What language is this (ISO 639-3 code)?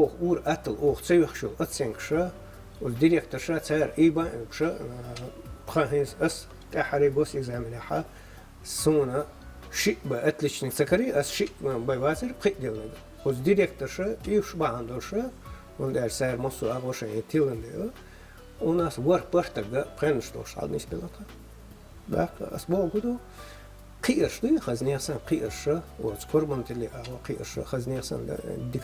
che